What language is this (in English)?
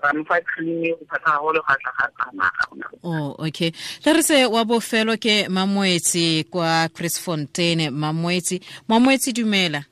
Tswana